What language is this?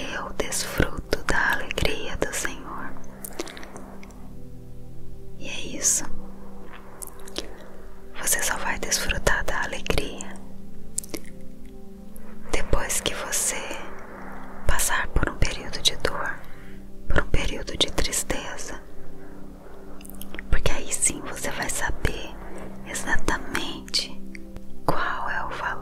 Portuguese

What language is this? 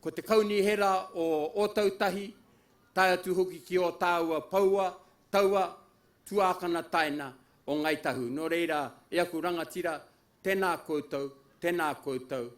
Māori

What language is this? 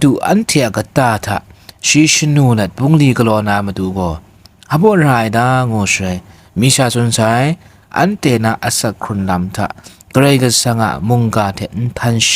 Kachin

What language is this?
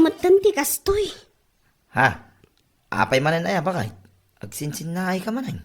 Iloko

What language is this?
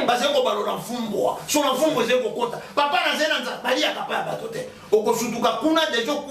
Lingala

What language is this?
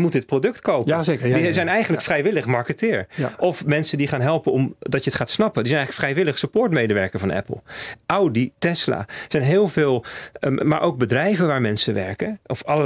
Dutch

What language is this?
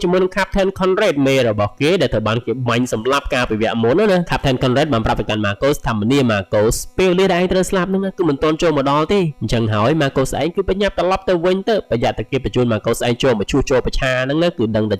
Khmer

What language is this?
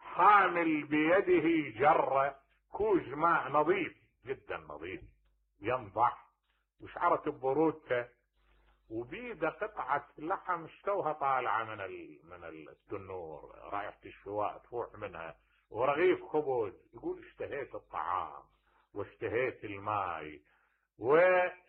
Mesopotamian Arabic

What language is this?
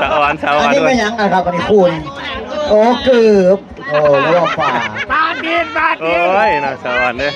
Northeastern Thai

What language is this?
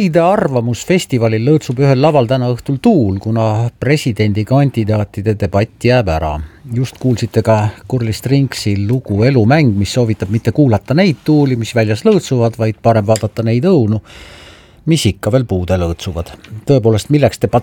Estonian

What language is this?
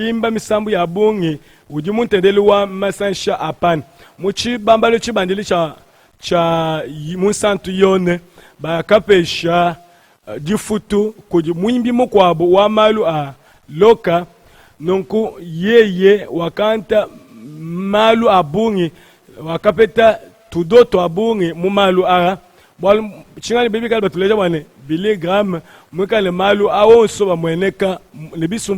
Luba-Lulua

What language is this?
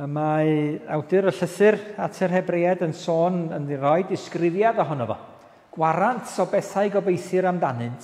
Welsh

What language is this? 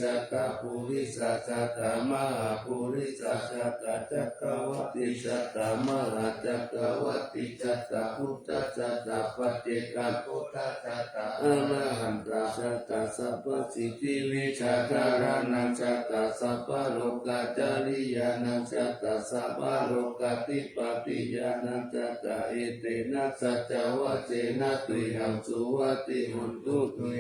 Pali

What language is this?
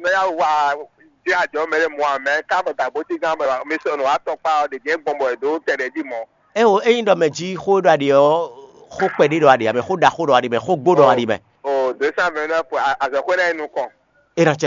Fon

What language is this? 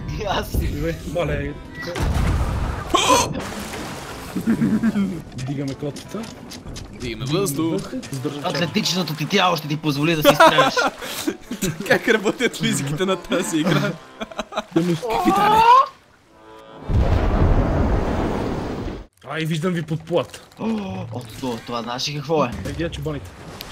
Bulgarian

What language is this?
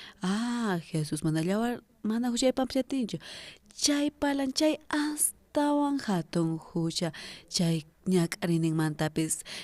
South Bolivian Quechua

